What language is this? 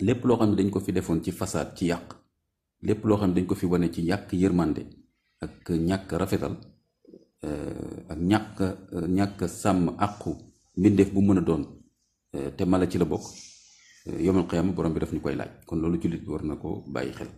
Wolof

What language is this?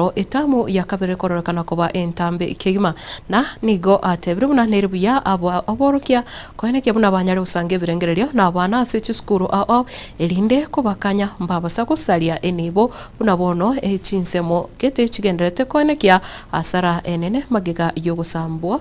Gusii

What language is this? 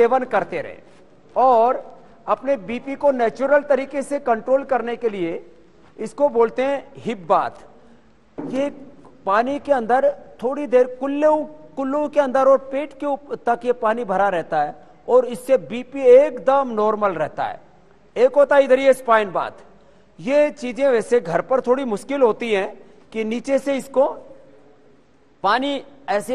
Hindi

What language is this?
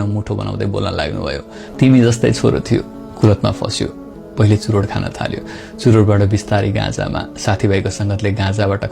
Nepali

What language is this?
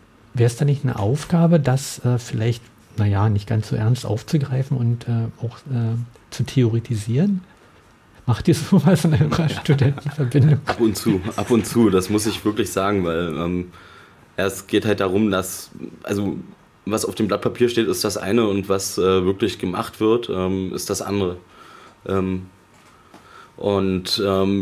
German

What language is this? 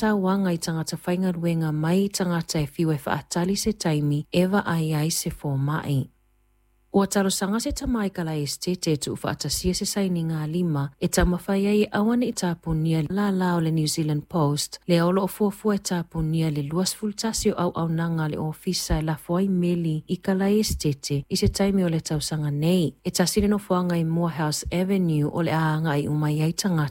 Samoan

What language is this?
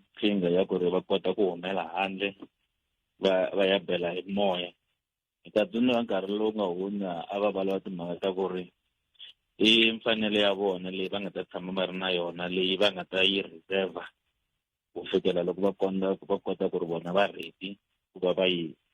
Tsonga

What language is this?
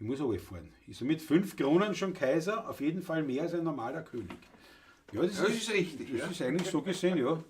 Bavarian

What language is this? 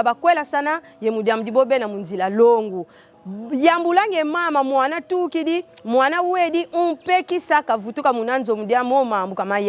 Kongo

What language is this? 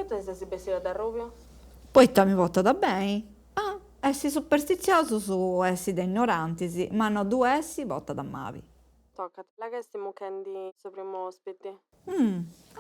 Sardinian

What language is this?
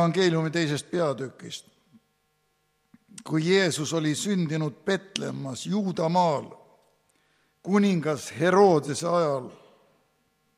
Estonian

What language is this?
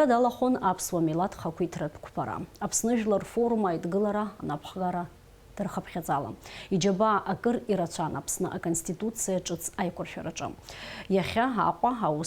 Abkhazian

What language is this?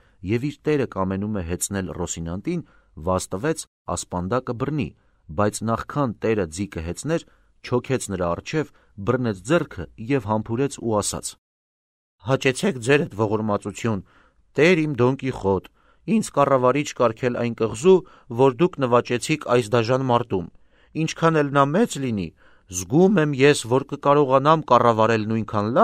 Armenian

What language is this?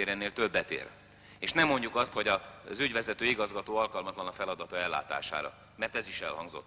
Hungarian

